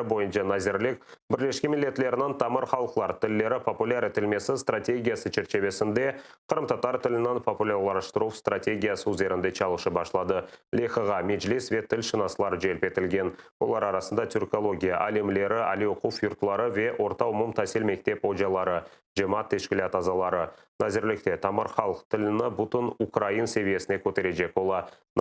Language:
Crimean Tatar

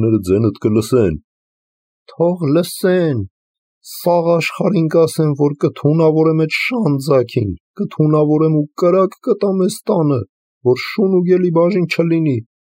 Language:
Armenian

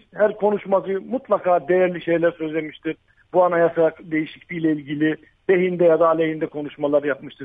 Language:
Turkish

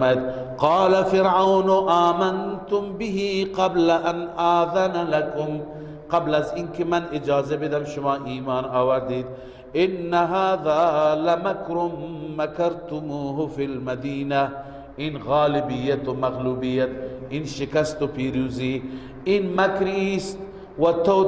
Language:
Persian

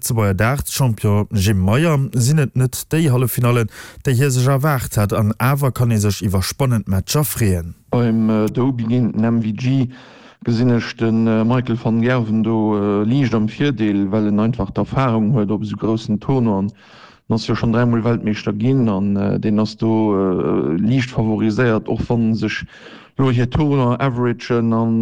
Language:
Luxembourgish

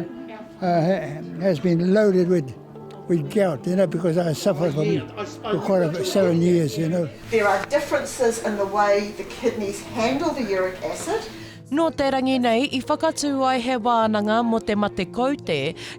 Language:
Māori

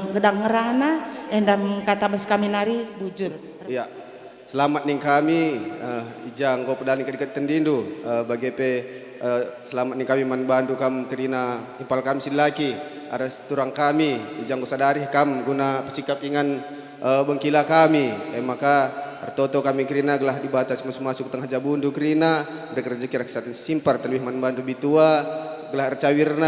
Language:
Batak Karo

